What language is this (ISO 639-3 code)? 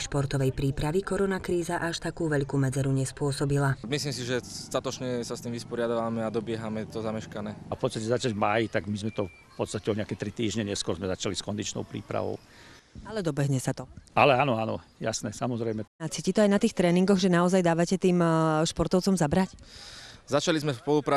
slk